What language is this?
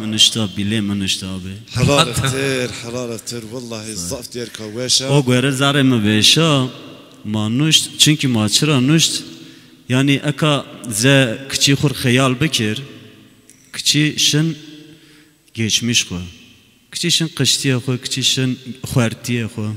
Zaza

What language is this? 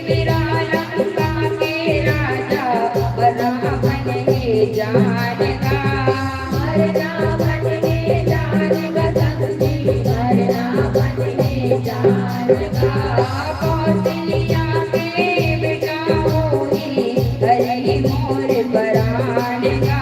Chhattisgarhi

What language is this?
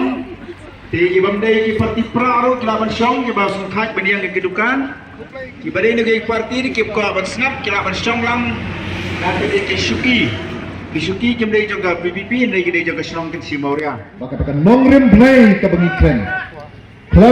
Khasi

